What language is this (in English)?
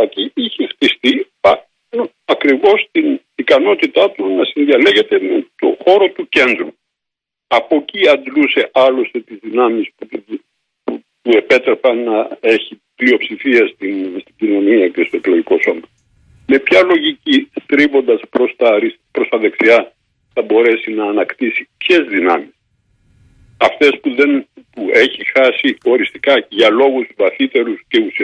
Greek